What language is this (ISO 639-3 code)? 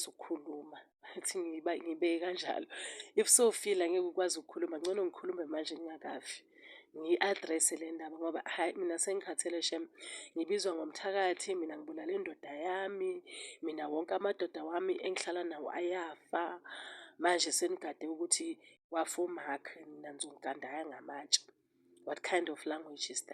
zul